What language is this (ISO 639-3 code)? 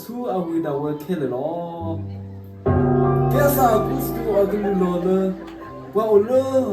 ksw